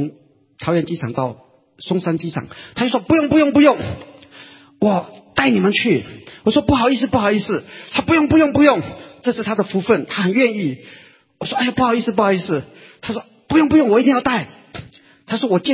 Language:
Chinese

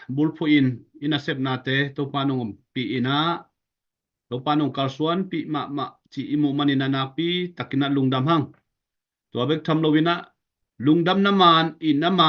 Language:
Tedim Chin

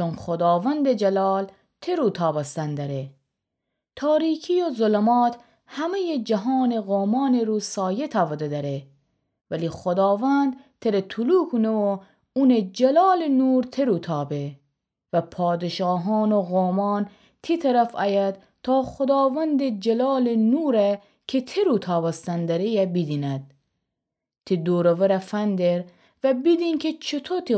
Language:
Gilaki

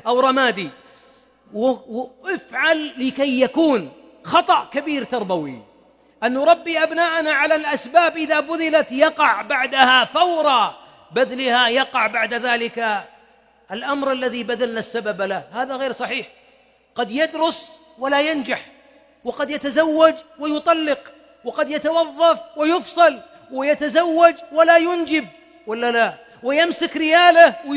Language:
Arabic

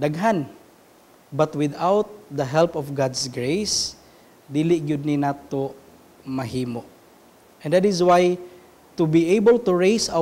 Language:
Cebuano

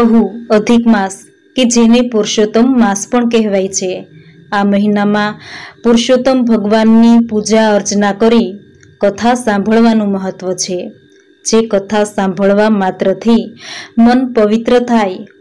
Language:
Gujarati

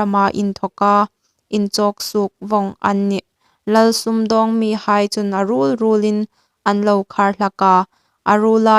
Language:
Hmar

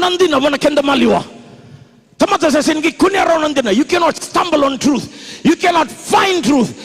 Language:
Fijian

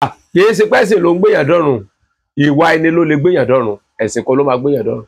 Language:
Yoruba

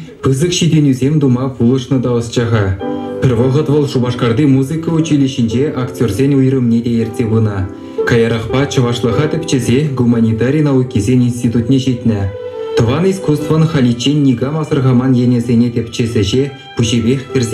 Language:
Chuvash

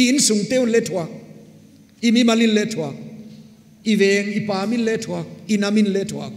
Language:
Paite Chin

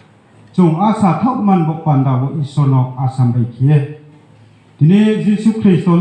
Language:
Riang (India)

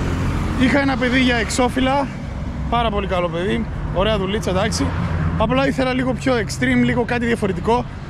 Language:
Greek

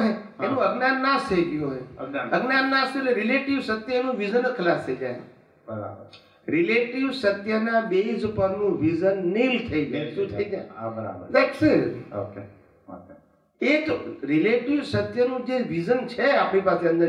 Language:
Gujarati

